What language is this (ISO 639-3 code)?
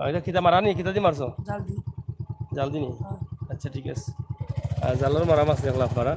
syl